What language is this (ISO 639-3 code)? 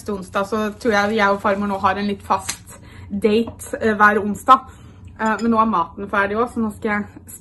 nor